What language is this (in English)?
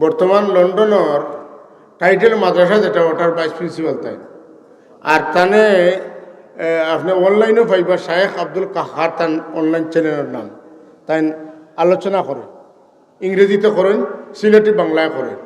Sylheti